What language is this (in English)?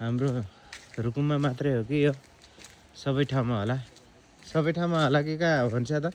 Nepali